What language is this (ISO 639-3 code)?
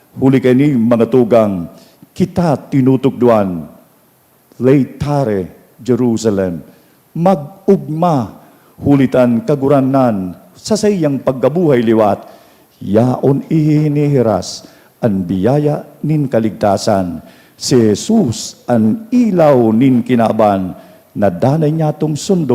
bik